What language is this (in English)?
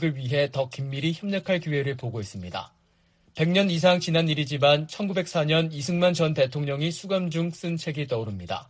Korean